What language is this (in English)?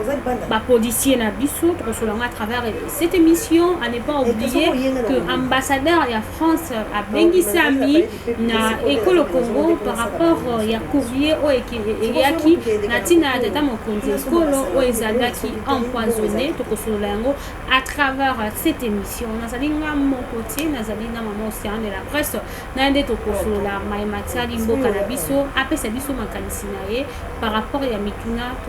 Lingala